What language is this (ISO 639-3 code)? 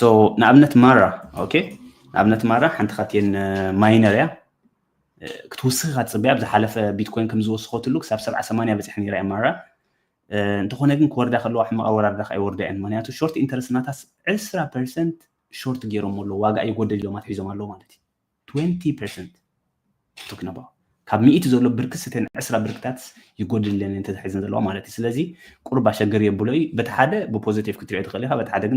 tir